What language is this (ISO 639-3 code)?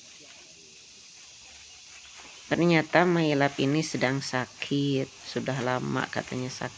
ind